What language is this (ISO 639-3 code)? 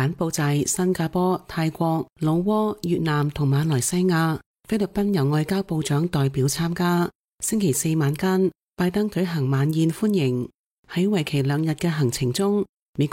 yue